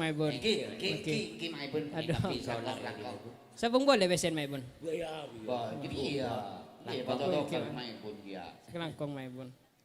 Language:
Madurese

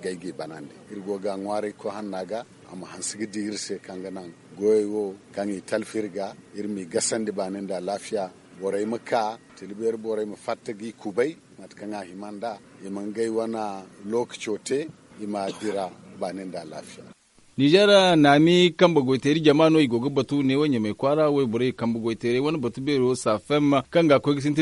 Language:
Zarma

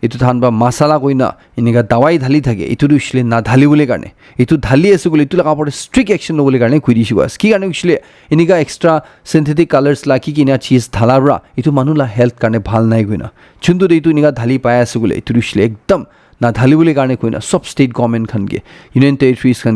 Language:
Naga Pidgin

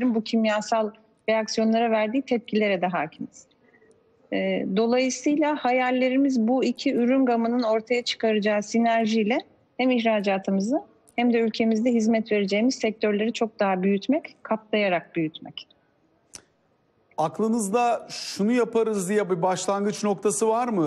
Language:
Turkish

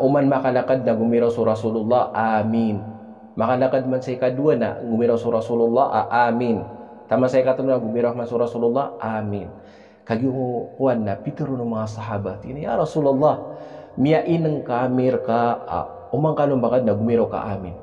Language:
Maranao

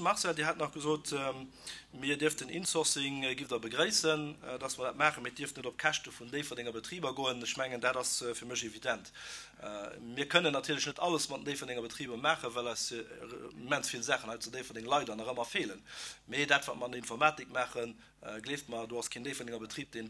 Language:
Luxembourgish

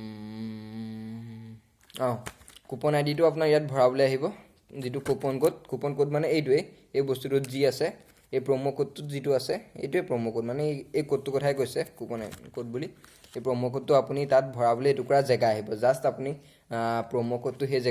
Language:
Assamese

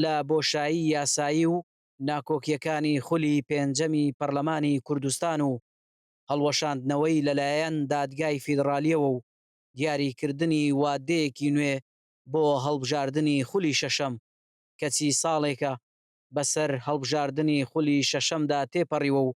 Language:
Central Kurdish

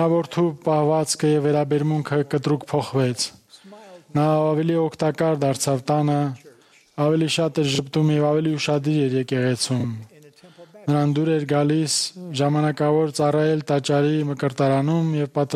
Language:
Armenian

